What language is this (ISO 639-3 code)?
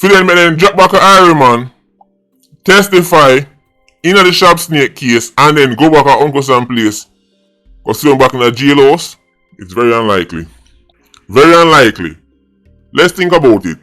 jam